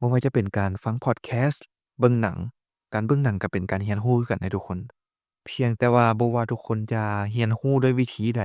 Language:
Lao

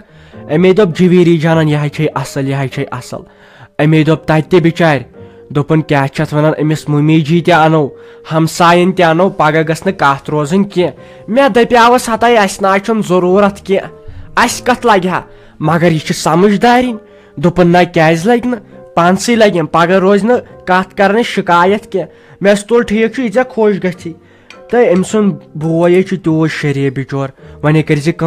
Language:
Kashmiri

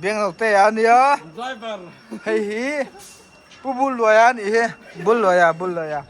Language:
Mizo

